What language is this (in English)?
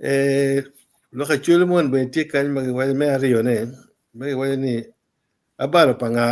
Acoli